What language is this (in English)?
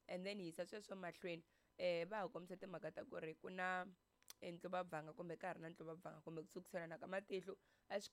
Tsonga